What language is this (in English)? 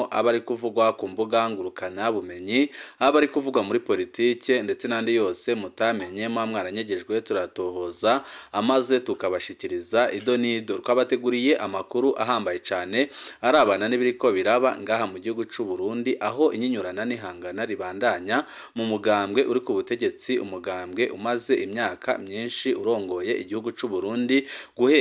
Rundi